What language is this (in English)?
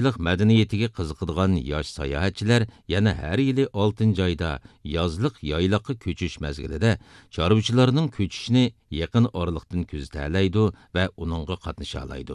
Uyghur